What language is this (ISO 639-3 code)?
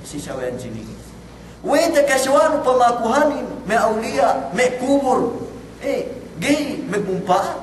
yka